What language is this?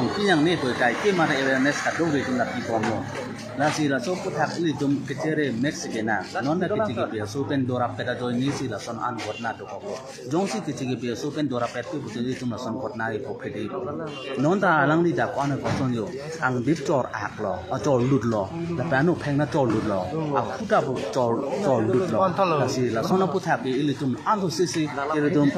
Karbi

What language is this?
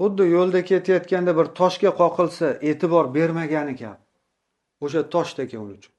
Uzbek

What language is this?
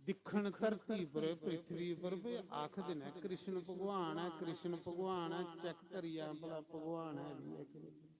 Dogri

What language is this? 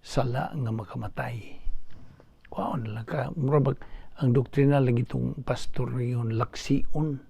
Cebuano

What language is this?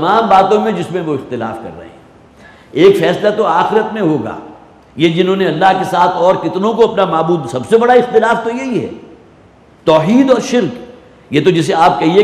Urdu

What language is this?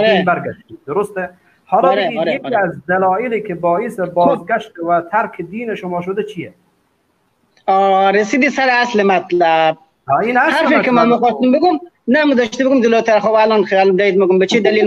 Persian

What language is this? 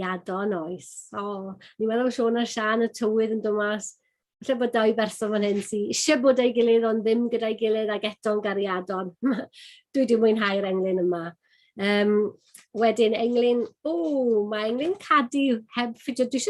Welsh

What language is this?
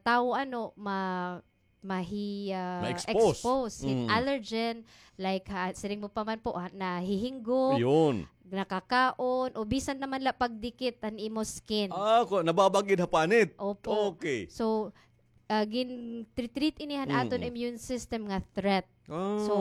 Waray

